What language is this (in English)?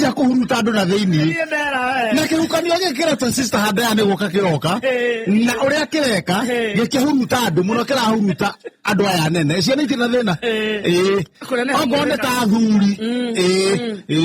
Kikuyu